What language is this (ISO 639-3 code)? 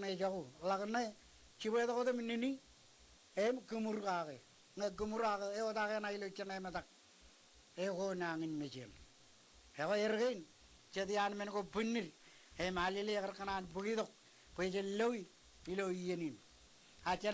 mah